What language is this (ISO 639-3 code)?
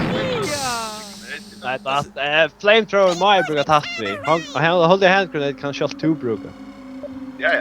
fao